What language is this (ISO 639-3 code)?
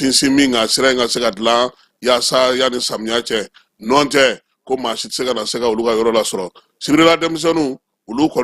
bam